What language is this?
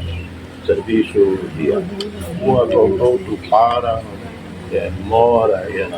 Tetum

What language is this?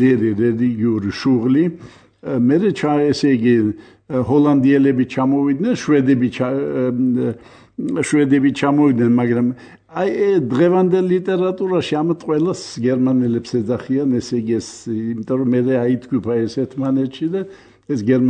Georgian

